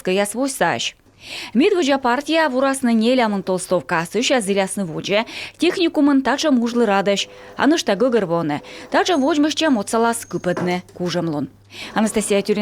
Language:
Komi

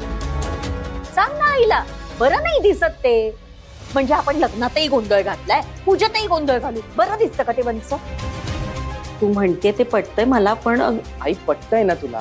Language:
Marathi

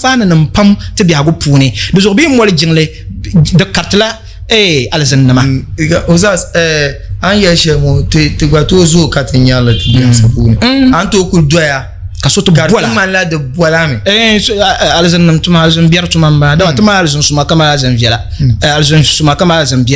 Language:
Dagbani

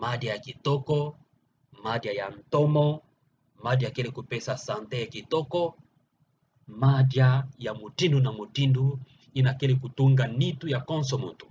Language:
Kituba (Democratic Republic of Congo)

